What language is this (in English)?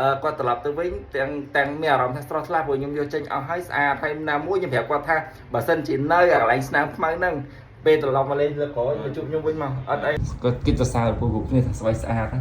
Khmer